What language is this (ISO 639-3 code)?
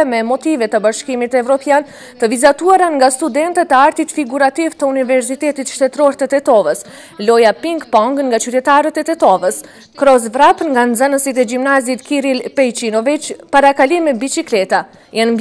sqi